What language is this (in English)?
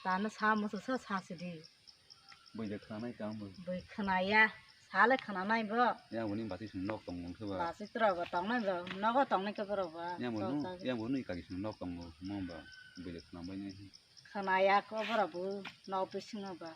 Kok Borok